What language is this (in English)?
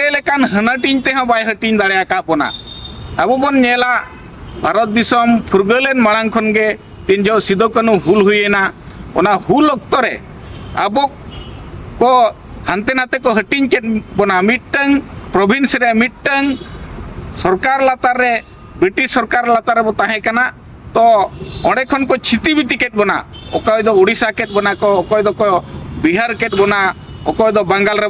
Santali